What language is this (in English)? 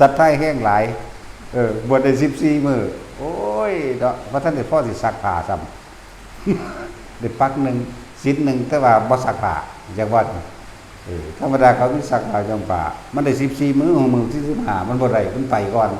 Northeastern Thai